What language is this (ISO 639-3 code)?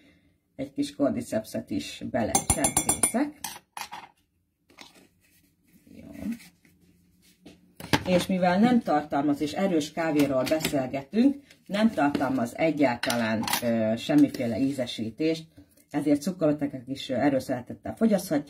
hun